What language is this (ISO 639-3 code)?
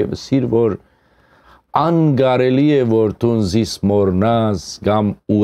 hyw